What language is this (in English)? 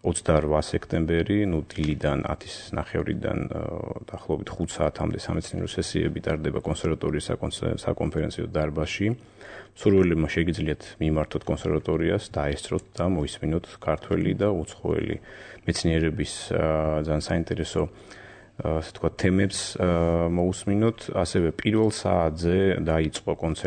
Georgian